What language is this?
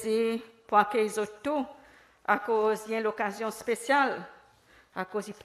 Seselwa Creole French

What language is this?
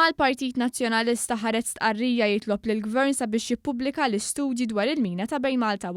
Maltese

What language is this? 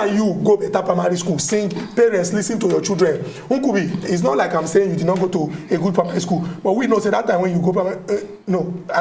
Nigerian Pidgin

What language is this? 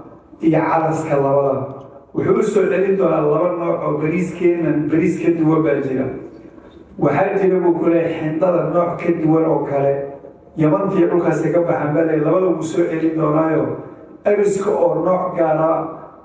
Somali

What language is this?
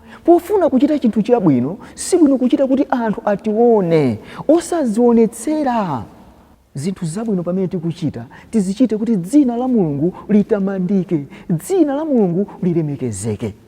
Nyanja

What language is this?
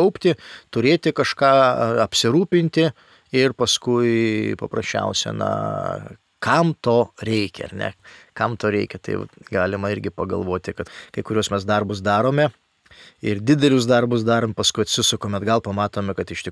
Lithuanian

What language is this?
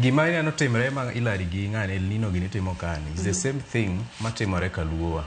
Luo (Kenya and Tanzania)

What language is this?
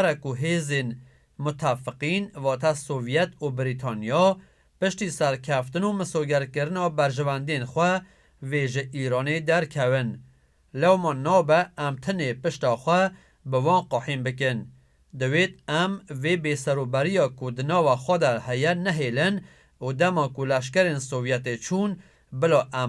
Kurdish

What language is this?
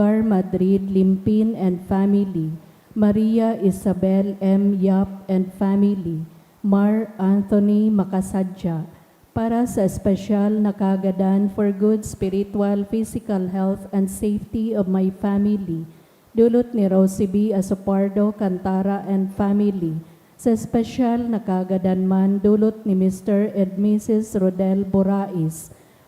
Bikol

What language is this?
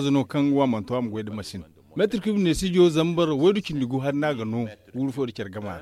Zarma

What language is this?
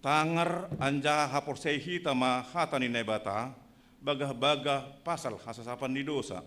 Batak Simalungun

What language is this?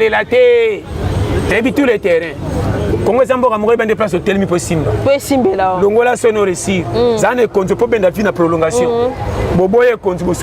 Lingala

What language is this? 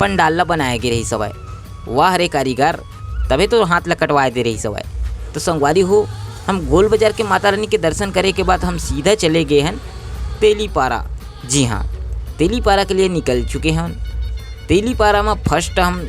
Chhattisgarhi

